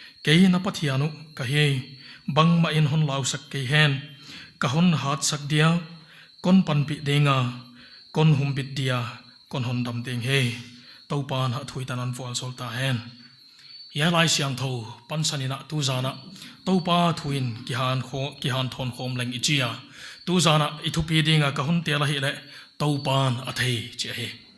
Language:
Paite Chin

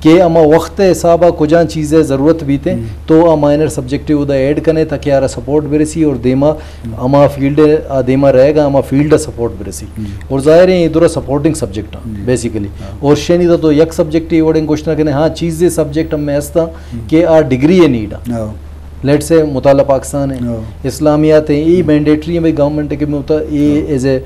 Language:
Eastern Balochi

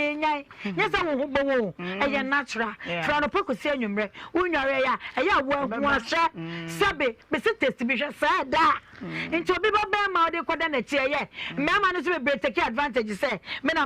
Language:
Akan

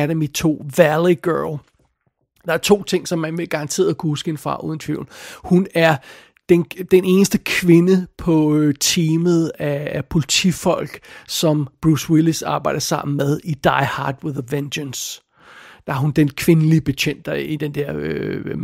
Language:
Danish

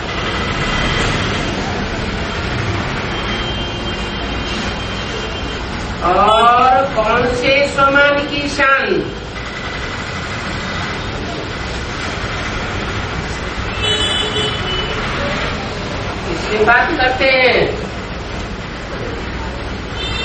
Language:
Hindi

